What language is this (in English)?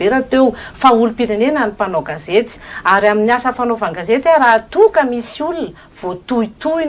Malagasy